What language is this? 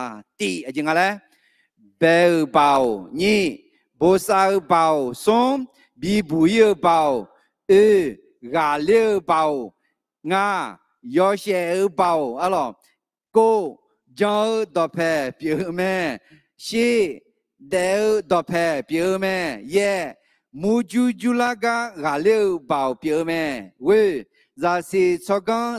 Akha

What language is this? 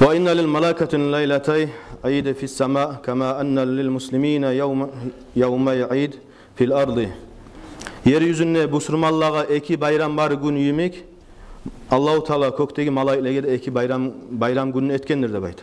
Kumyk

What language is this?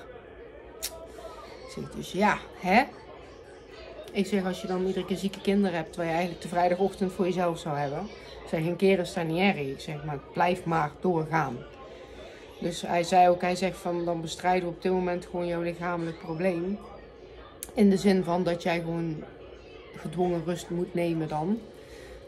Dutch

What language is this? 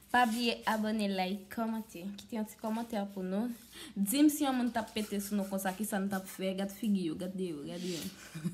Haitian Creole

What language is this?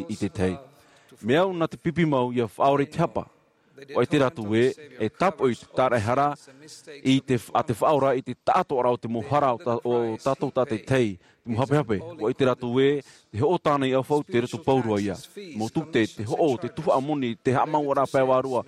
Tahitian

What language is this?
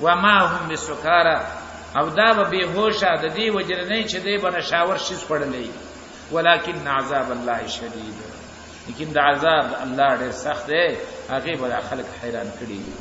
Pashto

